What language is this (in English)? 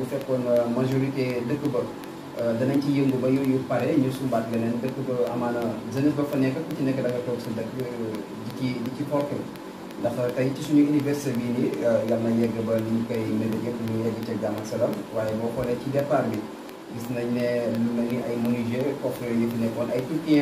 Wolof